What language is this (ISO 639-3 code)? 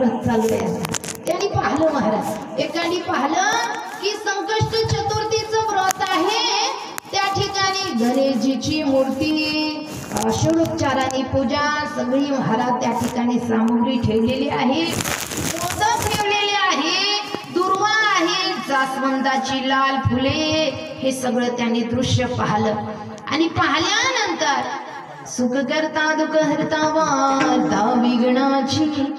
mar